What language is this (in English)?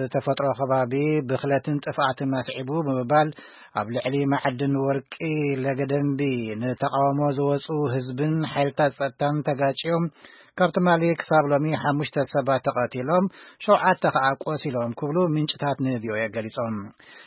Tigrinya